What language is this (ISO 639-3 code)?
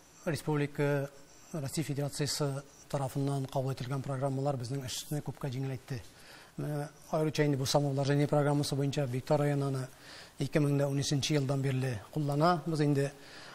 tat